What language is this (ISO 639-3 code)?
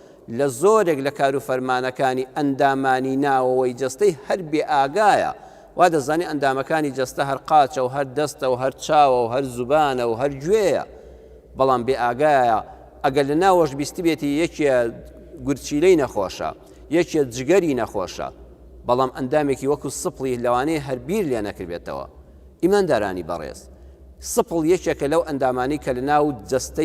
ckb